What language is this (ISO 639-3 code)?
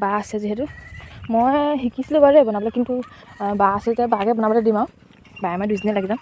asm